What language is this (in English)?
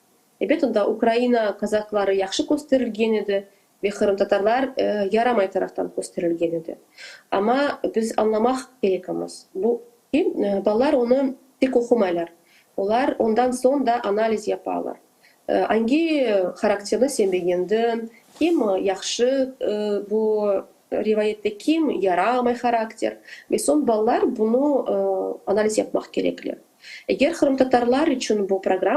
Crimean Tatar